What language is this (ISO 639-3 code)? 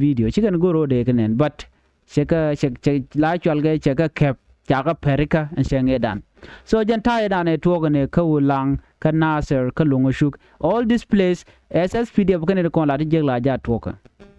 nus